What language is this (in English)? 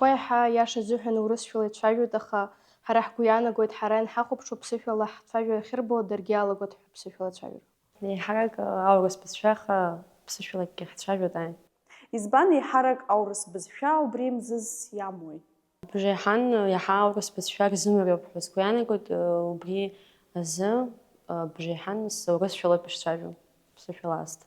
Abkhazian